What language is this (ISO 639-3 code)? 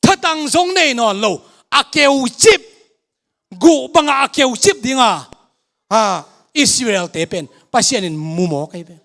ctd